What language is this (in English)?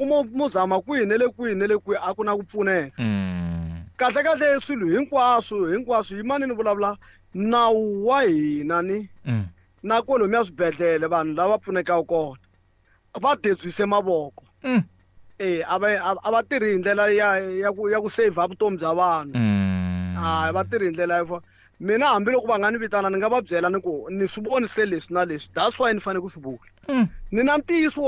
Tsonga